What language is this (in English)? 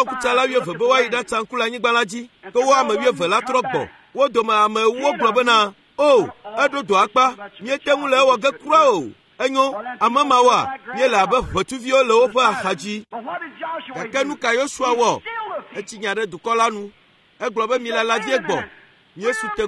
Ewe